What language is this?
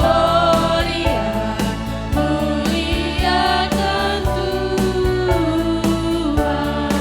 Batak Karo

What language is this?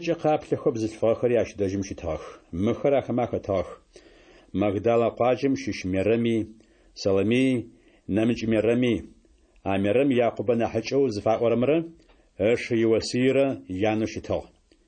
Adyghe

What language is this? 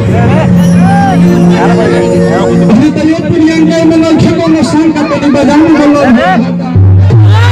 Bhojpuri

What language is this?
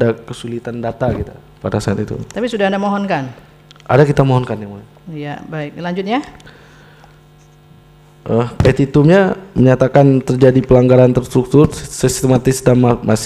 Indonesian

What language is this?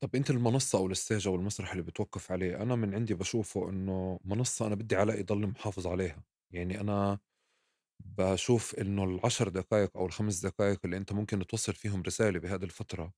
North Levantine Arabic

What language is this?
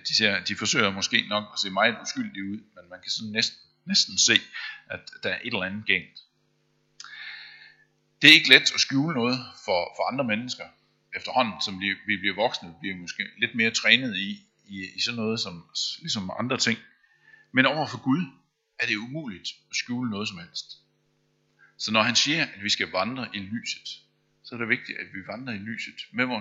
Danish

